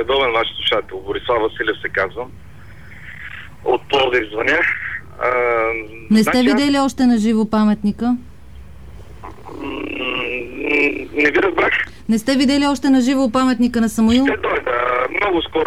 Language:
Bulgarian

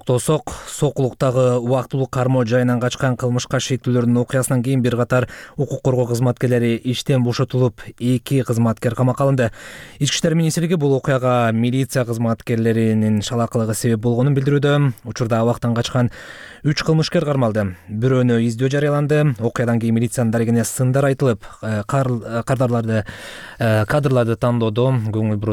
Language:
Kyrgyz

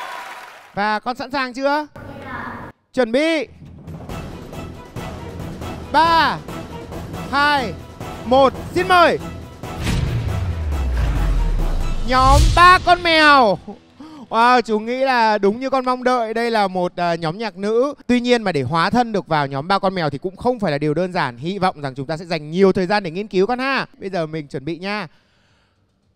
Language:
Vietnamese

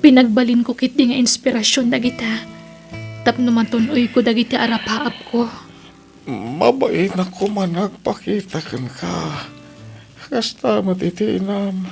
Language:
Iloko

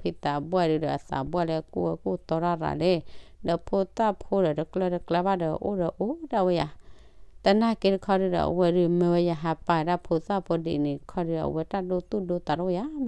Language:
S'gaw Karen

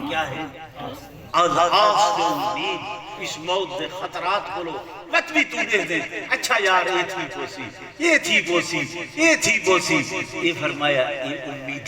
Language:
Saraiki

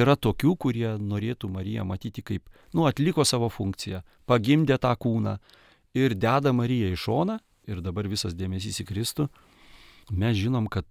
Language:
Lithuanian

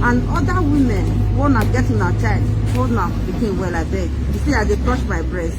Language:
Nigerian Pidgin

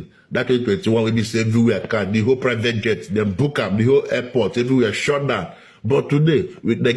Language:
Nigerian Pidgin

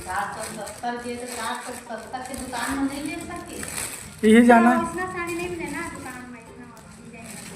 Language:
Chhattisgarhi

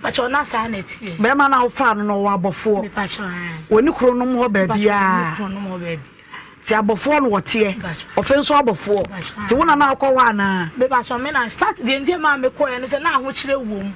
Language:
Akan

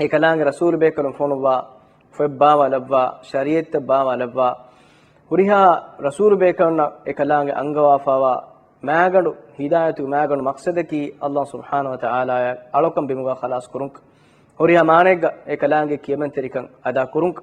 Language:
Divehi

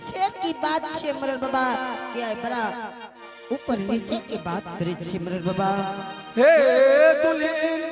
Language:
Angika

